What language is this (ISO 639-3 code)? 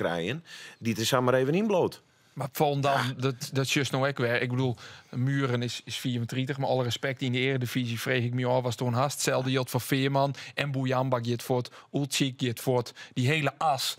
fry